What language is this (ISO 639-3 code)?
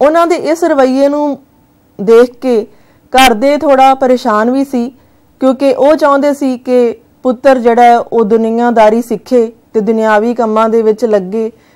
pan